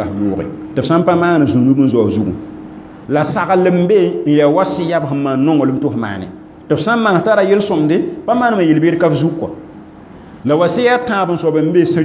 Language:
Mossi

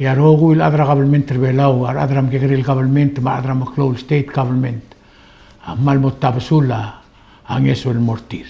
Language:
Palauan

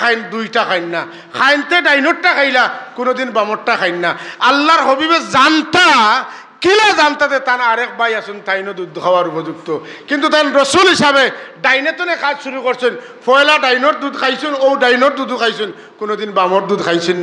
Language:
Sylheti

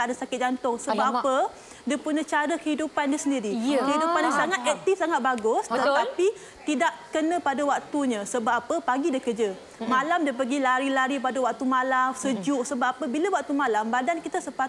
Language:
Malay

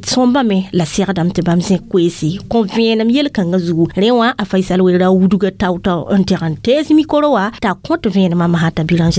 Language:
Mossi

